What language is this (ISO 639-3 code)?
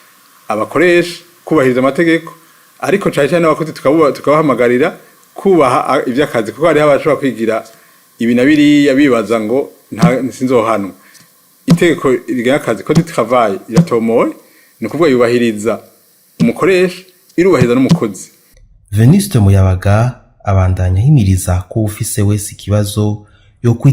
run